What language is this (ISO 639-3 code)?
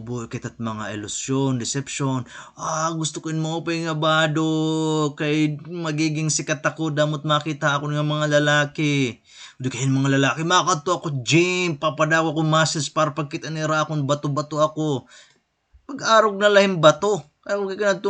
war